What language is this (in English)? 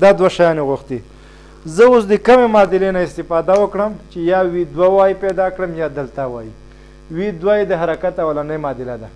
Pashto